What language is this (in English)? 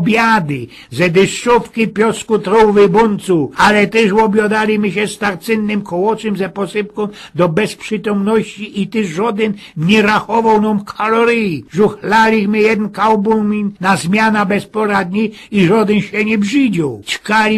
Silesian